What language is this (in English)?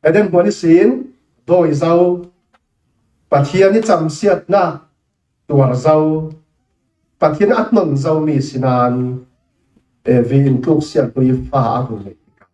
Falam Chin